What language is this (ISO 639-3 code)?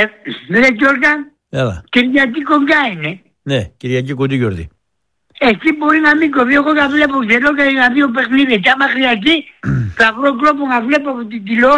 ell